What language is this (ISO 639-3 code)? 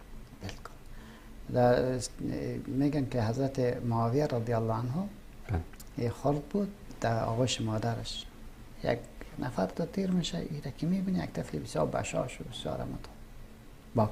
fas